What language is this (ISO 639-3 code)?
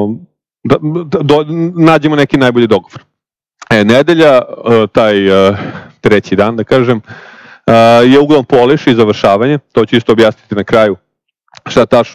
srp